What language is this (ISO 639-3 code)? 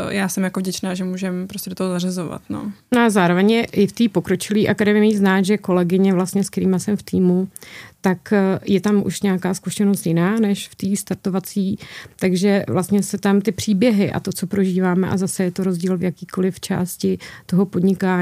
ces